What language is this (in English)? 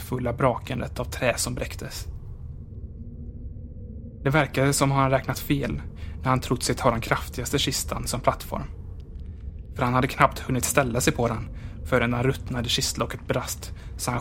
Swedish